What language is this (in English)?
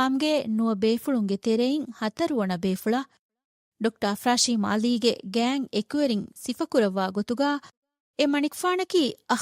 Divehi